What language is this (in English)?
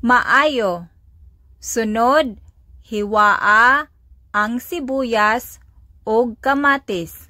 Cebuano